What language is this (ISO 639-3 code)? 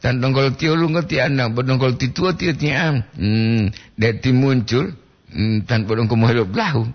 gor